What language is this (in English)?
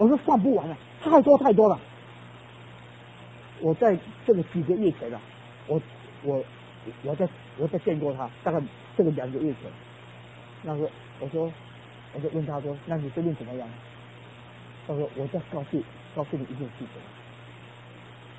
Chinese